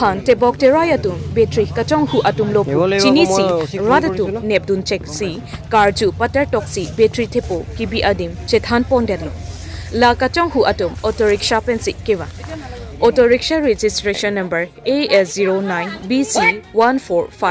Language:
Karbi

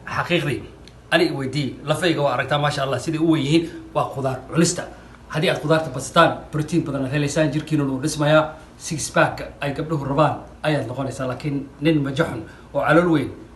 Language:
Somali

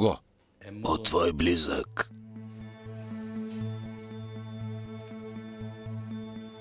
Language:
Bulgarian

